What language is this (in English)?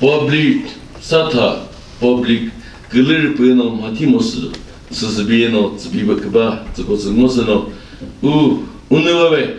Chokri Naga